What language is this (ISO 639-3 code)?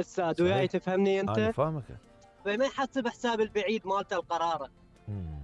acm